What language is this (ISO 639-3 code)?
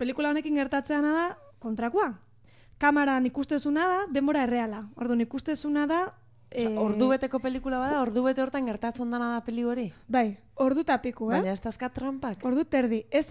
eus